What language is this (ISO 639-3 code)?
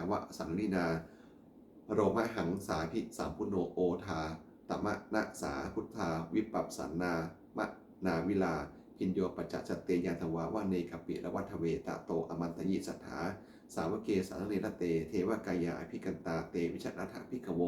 pli